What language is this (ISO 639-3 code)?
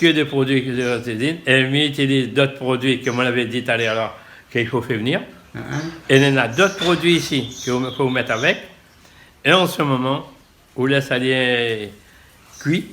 rcf